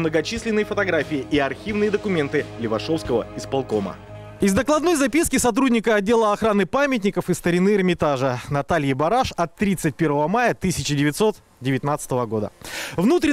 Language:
Russian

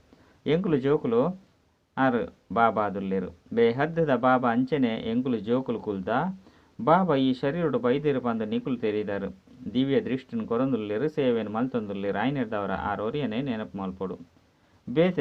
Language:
Tulu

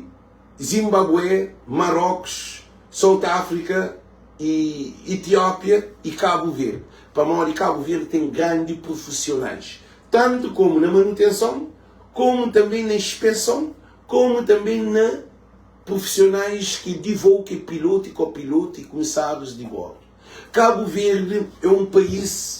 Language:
Kabuverdianu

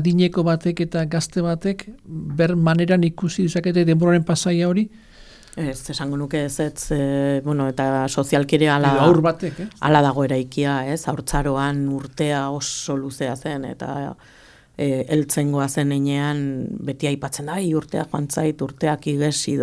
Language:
Basque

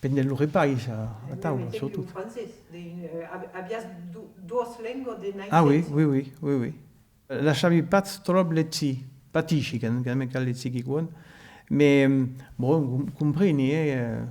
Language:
Occitan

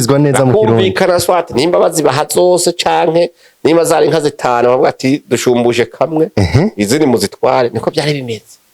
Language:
Rundi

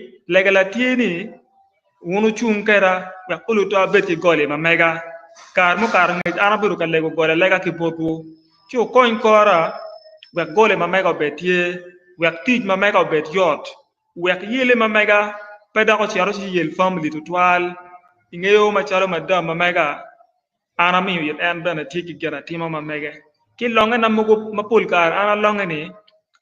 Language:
Acoli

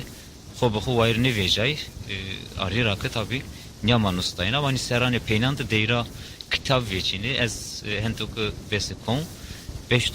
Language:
Zaza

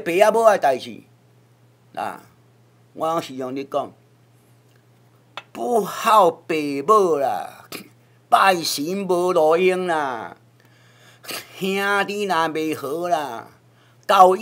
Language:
Min Nan Chinese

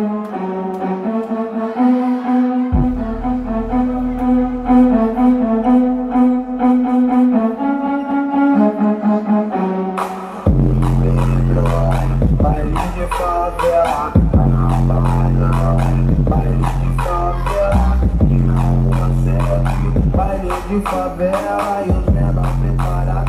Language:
Portuguese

